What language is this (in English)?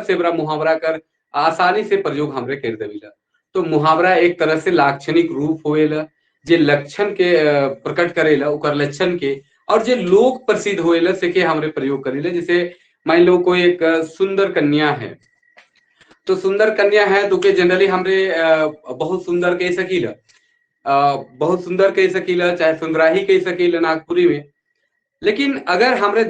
Sadri